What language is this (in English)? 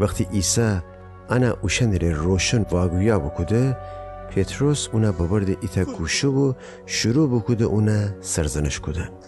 Gilaki